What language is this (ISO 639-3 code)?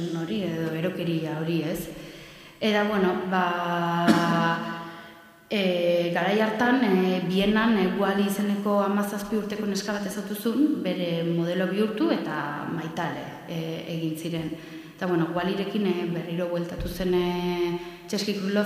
eus